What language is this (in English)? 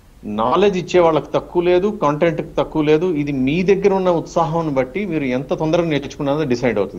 Telugu